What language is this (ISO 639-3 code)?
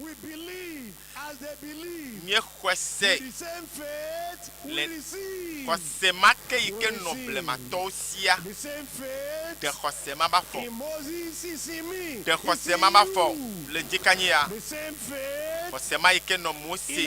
ewe